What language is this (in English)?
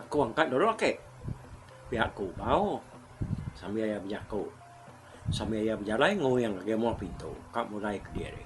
Iban